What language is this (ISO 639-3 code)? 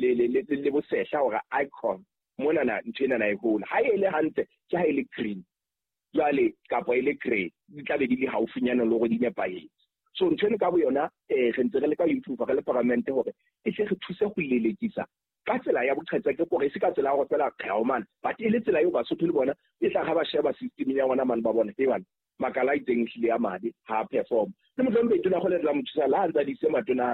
sot